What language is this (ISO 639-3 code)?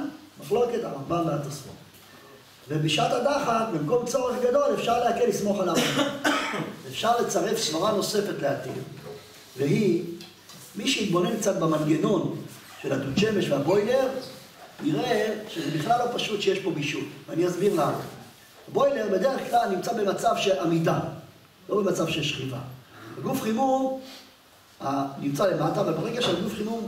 heb